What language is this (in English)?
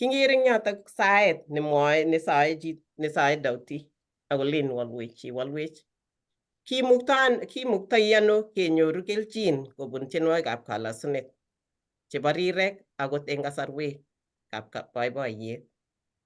Kalenjin